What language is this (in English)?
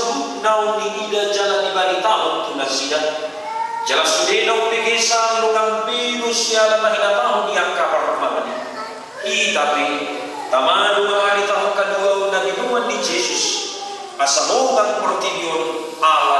Batak Toba